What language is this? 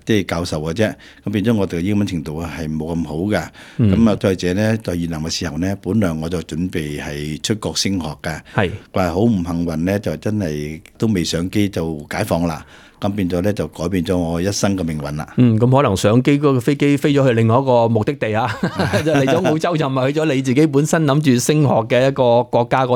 Cantonese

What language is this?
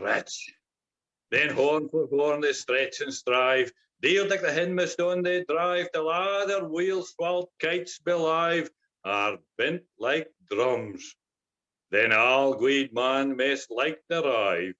Scots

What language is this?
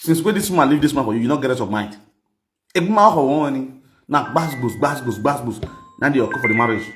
Nigerian Pidgin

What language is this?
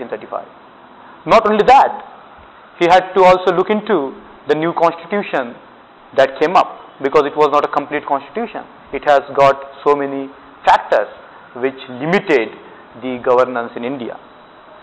English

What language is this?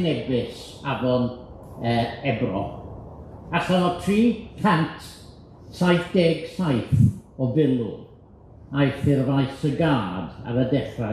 Welsh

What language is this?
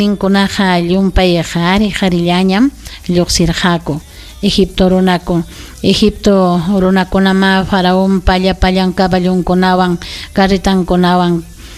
Ayacucho Quechua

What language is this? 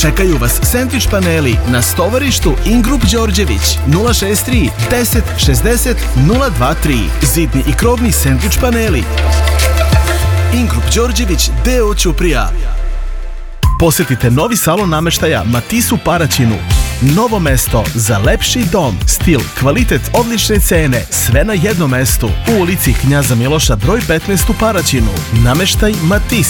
Serbian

